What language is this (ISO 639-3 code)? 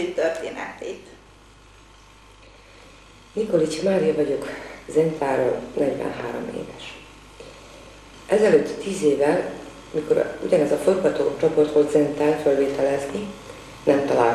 hun